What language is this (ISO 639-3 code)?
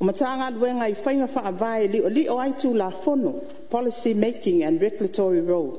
smo